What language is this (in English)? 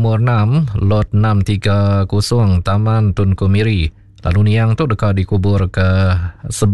Iban